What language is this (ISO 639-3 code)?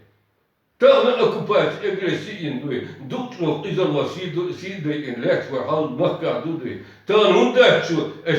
che